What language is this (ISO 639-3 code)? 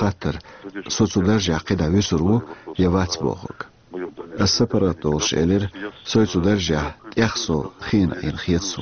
che